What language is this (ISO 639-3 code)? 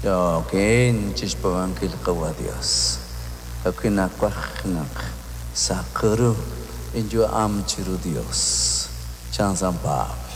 kek